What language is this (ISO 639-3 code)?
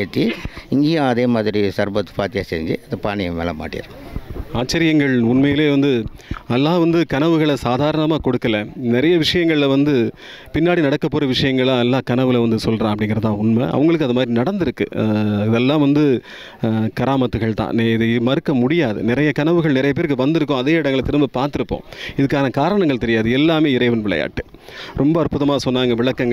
tam